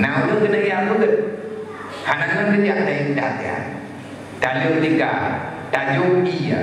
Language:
Achinese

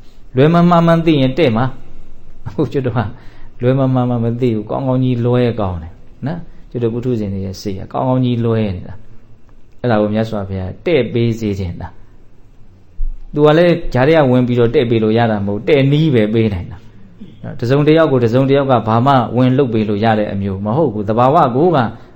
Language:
Burmese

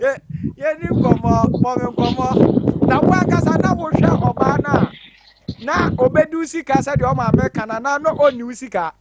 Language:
Akan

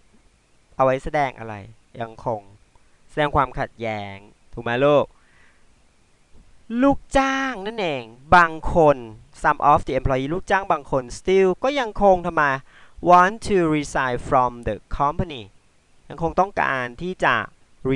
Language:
Thai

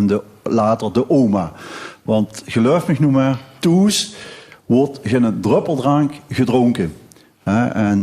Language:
Limburgish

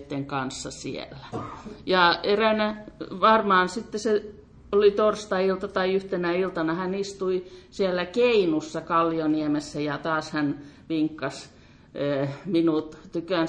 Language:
Finnish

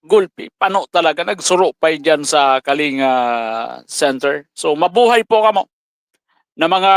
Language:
Bikol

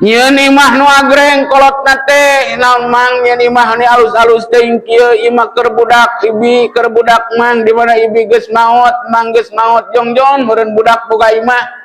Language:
Sundanese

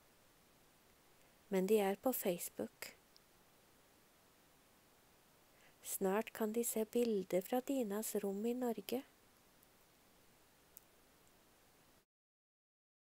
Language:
Norwegian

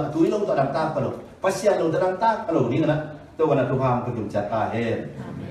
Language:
Tedim Chin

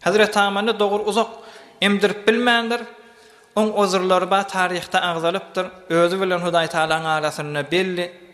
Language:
Turkmen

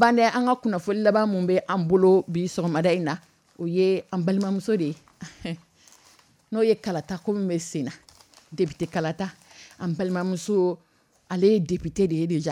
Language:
Dyula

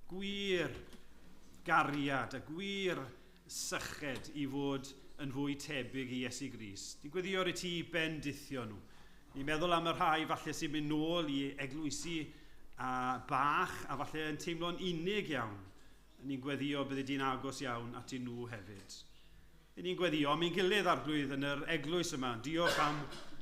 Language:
Welsh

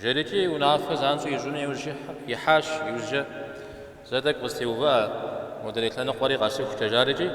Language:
Kabardian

